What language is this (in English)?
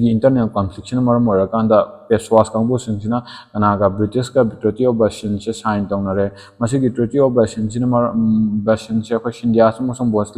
Manipuri